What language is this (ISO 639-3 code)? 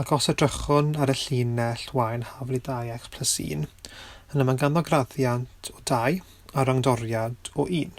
cym